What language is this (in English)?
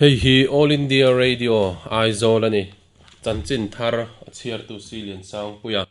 Mizo